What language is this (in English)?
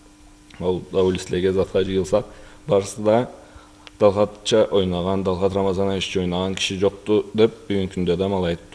Karachay-Balkar